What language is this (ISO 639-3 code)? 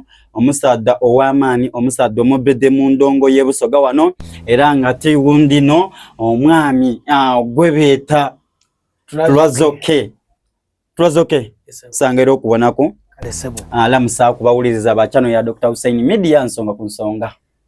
xog